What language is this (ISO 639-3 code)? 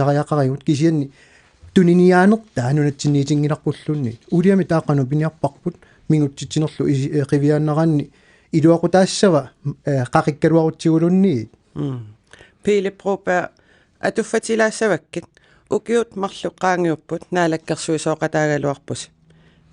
kal